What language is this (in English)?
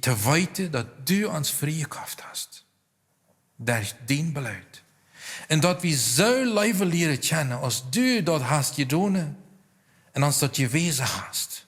Plautdietsch